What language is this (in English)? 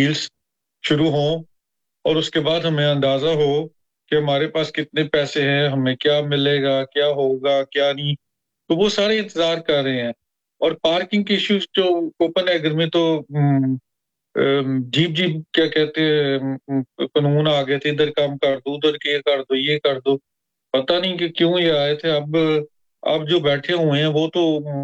Urdu